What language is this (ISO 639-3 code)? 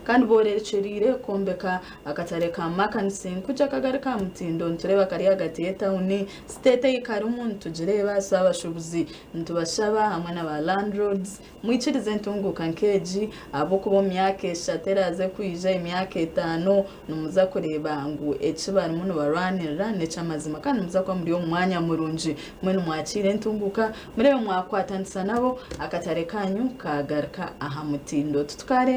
nyn